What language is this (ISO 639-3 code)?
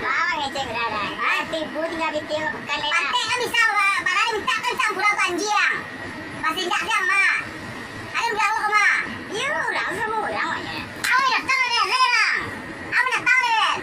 min